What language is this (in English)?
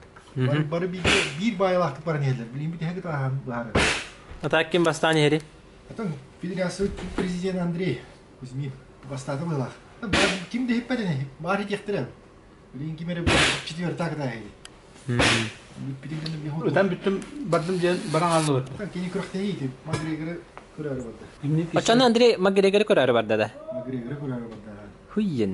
Yakut